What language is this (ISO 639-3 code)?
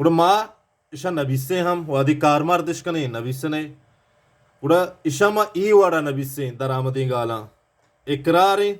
bal